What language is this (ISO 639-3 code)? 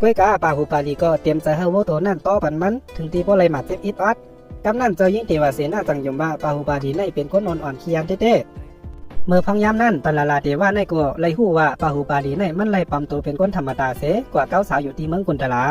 shn